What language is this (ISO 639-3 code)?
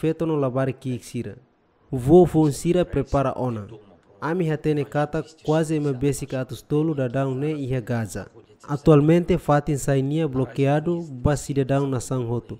tet